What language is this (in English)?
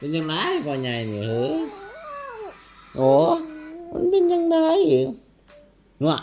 Lao